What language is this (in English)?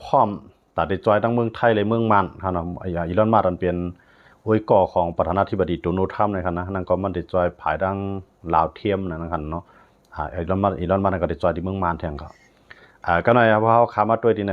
Shan